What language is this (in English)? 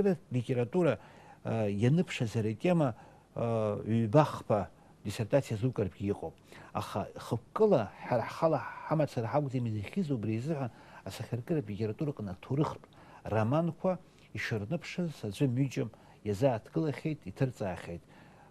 Abkhazian